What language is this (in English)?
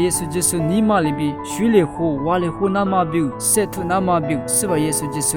Lisu